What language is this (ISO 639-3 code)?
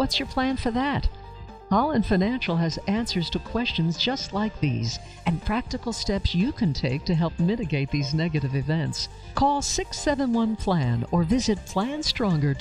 eng